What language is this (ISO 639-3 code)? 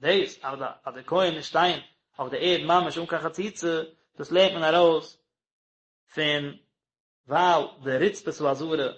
yid